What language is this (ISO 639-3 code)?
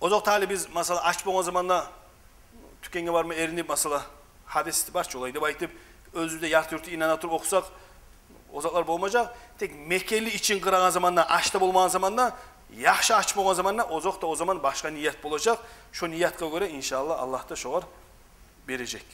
kum